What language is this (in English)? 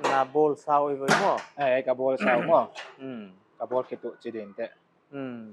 Paite Chin